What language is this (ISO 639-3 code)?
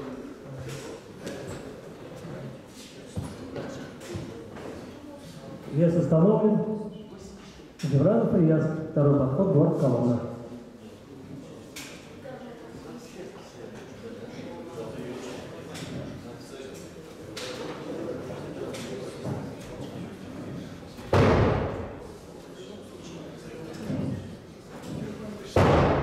rus